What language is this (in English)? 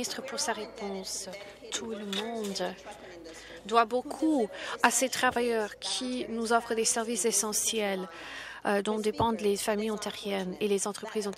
French